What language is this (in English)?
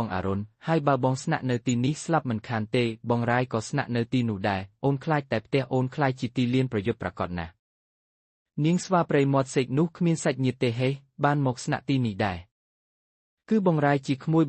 Khmer